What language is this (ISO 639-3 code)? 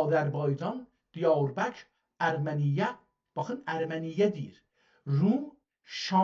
azb